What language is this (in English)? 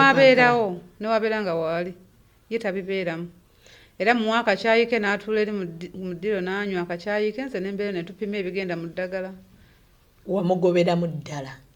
Ganda